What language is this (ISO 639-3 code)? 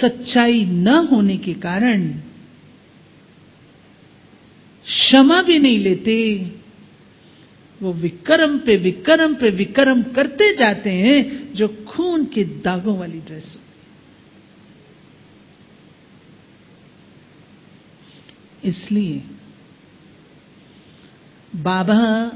hin